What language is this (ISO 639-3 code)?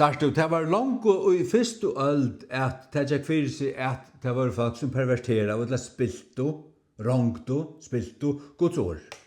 fao